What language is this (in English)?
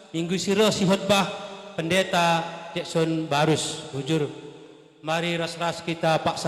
Batak Karo